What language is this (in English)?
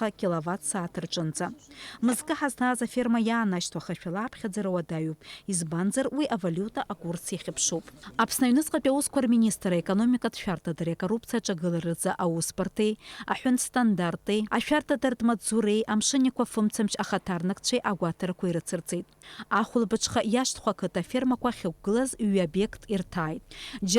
Abkhazian